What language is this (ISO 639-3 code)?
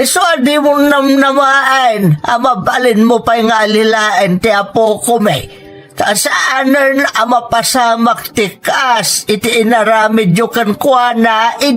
ilo